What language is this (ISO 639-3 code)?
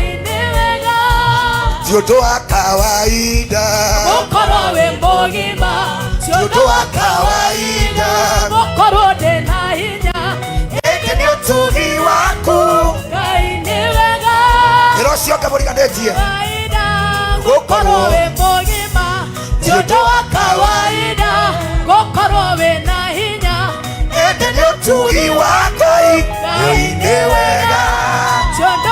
kik